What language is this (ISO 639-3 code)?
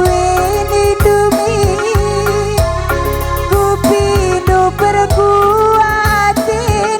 btx